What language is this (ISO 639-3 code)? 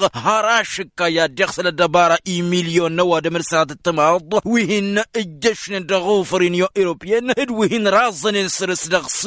taq